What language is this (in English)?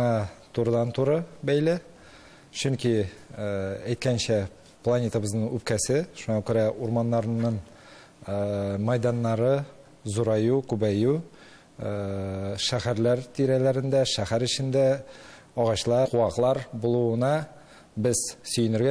Tatar